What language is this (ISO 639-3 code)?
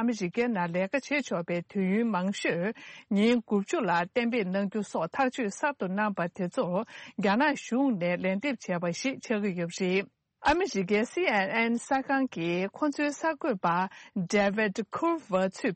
bod